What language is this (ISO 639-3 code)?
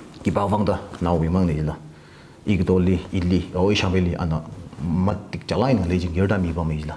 nmf